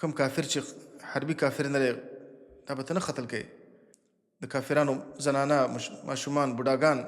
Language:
Pashto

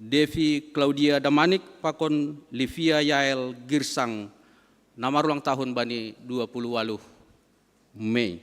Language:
Batak Simalungun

